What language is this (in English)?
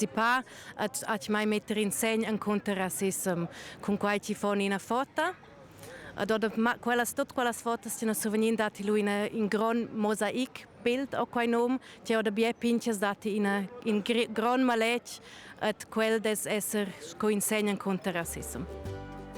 Romansh